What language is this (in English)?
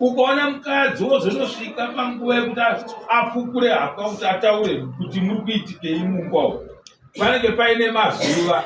Shona